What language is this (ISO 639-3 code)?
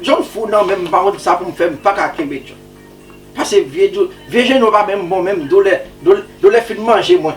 hat